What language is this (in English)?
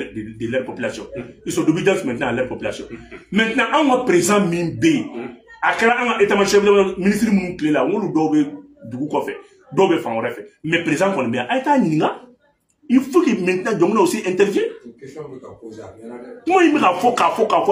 Bambara